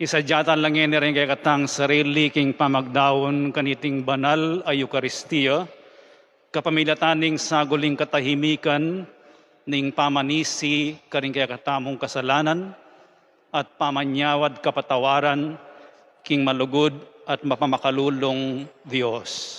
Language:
Pampanga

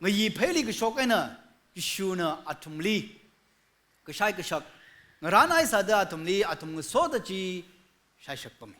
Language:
Tangkhul Naga (India)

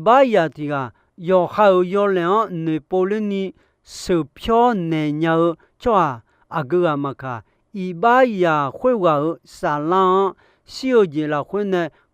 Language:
Akha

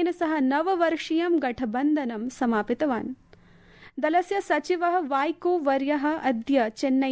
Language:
Sanskrit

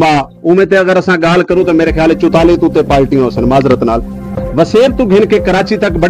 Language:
Saraiki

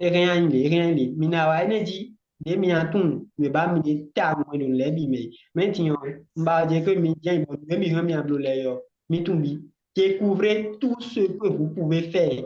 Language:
Fon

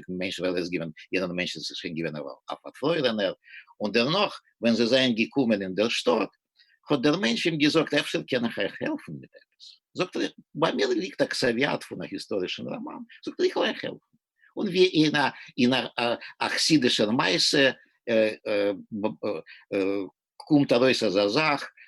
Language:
Yiddish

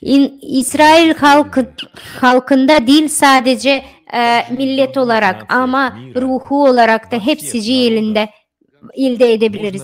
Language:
Gagauz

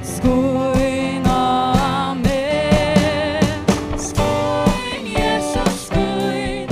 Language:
Faroese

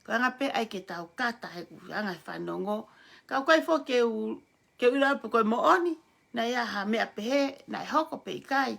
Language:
Tongan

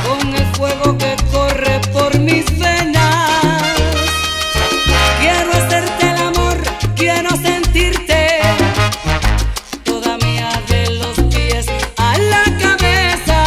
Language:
Spanish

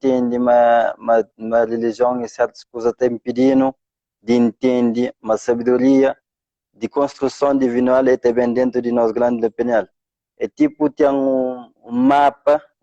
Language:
Kabuverdianu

